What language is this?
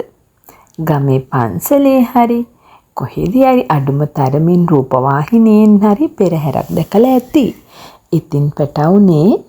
Sinhala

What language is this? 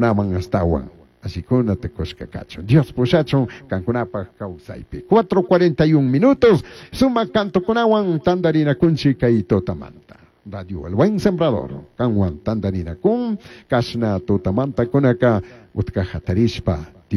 Chimborazo Highland Quichua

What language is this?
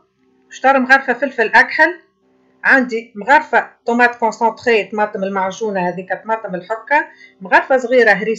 Tunisian Arabic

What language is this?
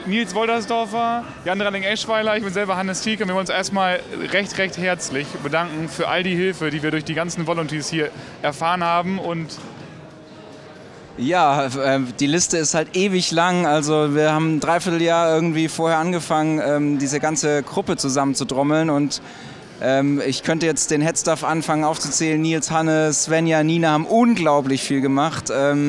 German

